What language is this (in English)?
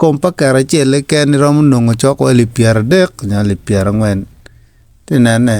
Acoli